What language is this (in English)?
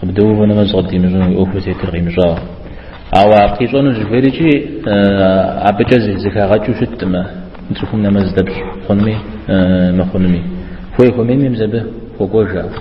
Kabardian